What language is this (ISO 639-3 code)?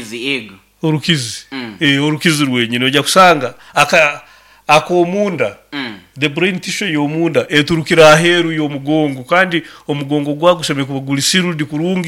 nyo